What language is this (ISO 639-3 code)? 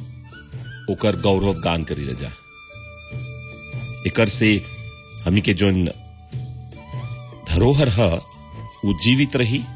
bho